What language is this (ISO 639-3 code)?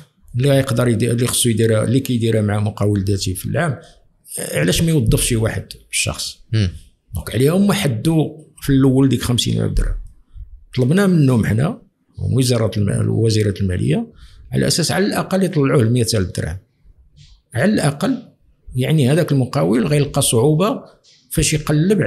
ary